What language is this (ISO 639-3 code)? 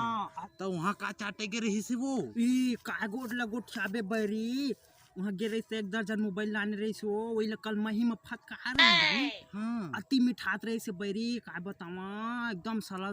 hne